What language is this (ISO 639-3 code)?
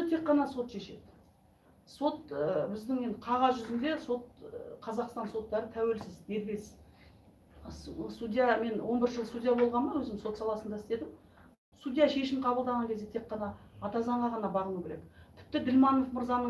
kaz